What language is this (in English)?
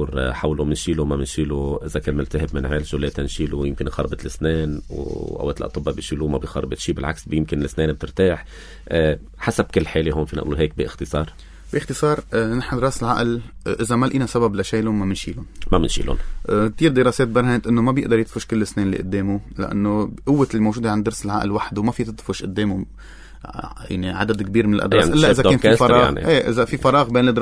North Levantine Arabic